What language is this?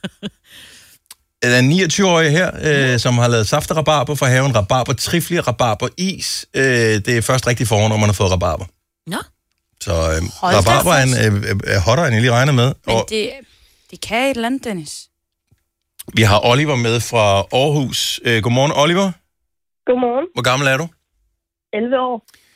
Danish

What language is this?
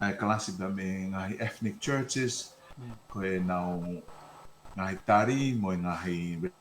Tongan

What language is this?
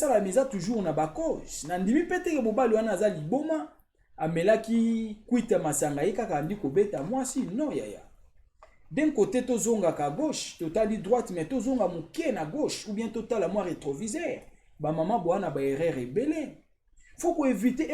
Lingala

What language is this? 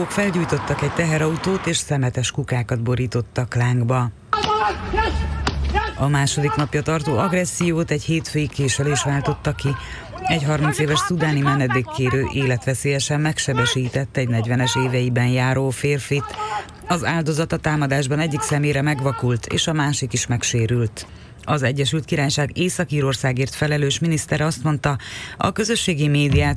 Hungarian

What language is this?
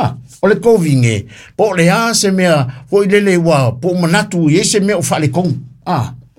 Samoan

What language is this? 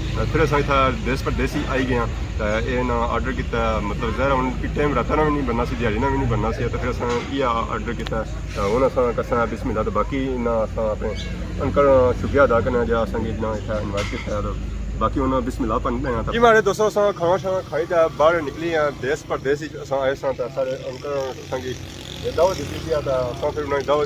Pahari-Potwari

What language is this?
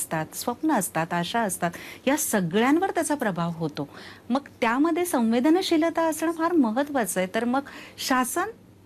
Marathi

